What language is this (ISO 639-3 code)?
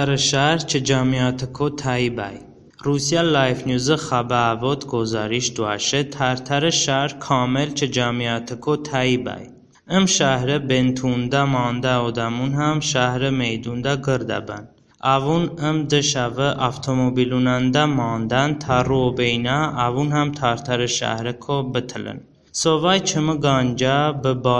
tly